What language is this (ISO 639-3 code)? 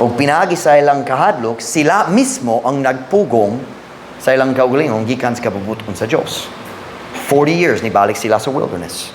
ceb